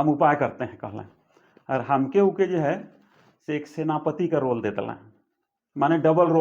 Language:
Sadri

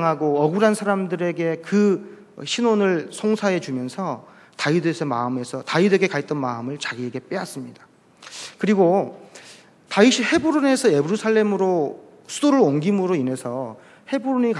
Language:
Korean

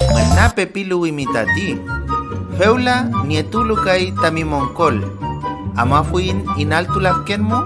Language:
Mapuche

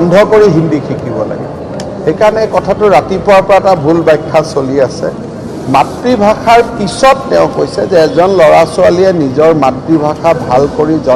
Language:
Assamese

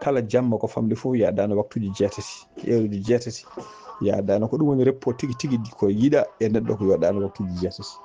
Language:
Fula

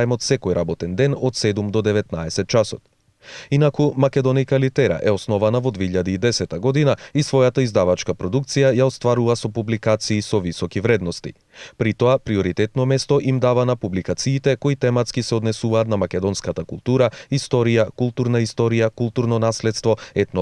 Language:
Macedonian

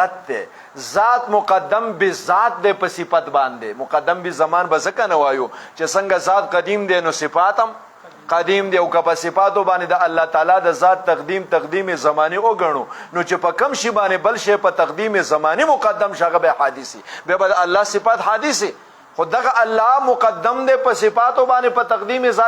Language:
Pashto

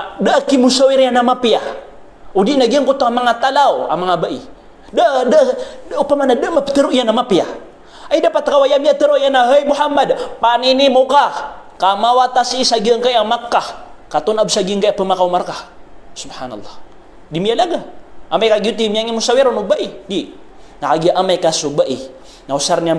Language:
Maranao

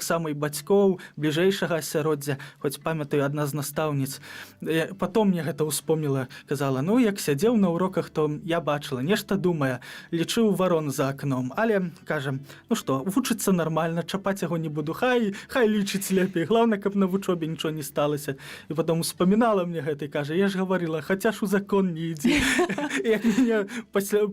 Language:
Belarusian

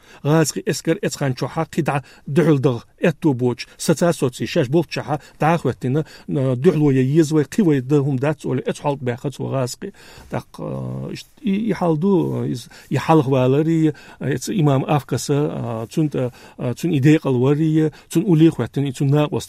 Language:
Chechen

